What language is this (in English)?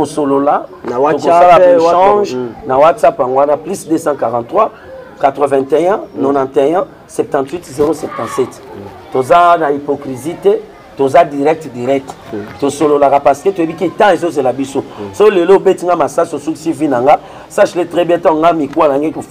Lingala